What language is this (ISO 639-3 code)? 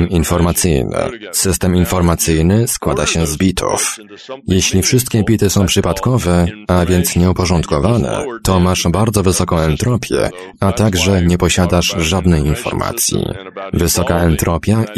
pol